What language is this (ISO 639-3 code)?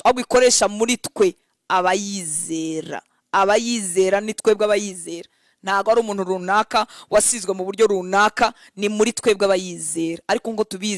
kin